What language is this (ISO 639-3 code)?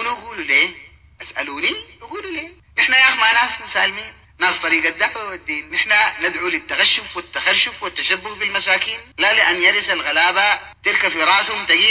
apd